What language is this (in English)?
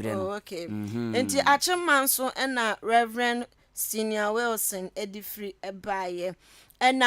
Akan